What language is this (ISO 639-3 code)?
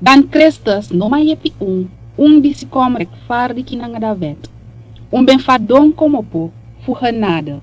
srn